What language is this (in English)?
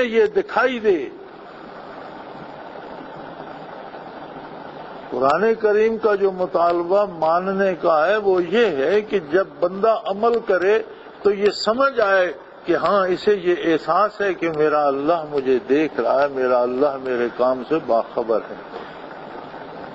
Urdu